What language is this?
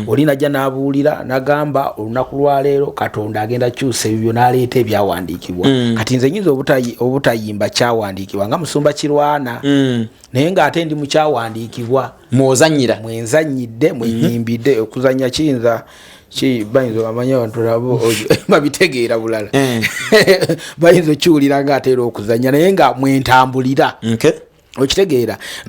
Ganda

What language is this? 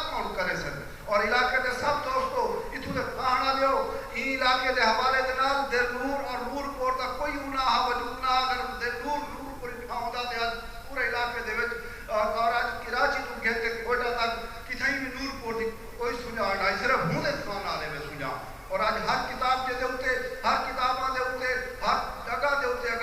Saraiki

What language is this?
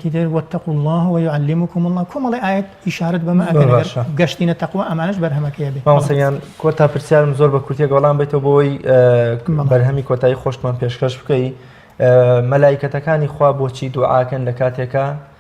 Central Kurdish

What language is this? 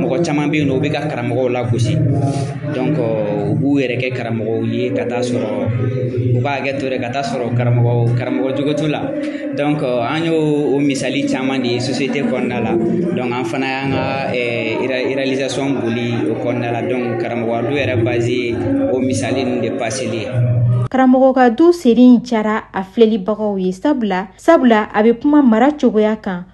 Bambara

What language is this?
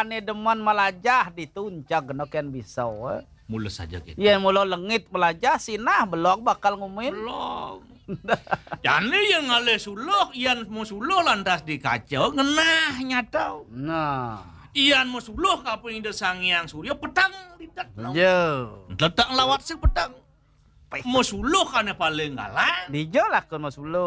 Balinese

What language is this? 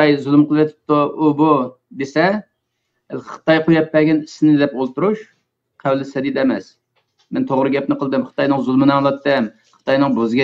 Uyghur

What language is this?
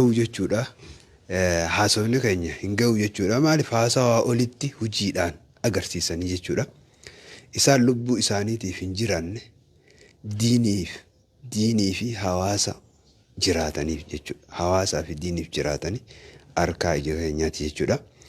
Oromo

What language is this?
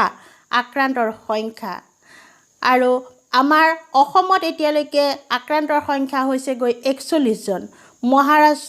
Assamese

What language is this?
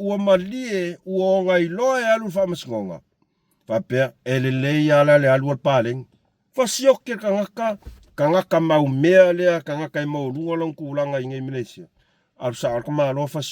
Samoan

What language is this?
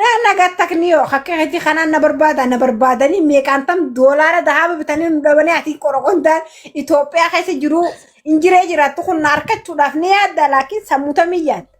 Oromo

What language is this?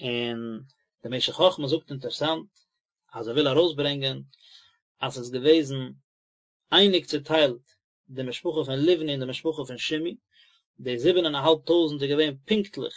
Yiddish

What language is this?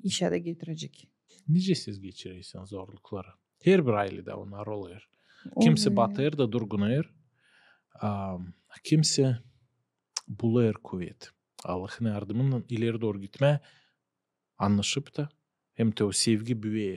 Gagauz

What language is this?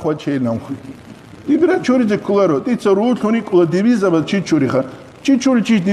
Avaric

